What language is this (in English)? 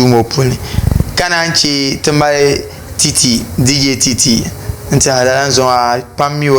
Dagbani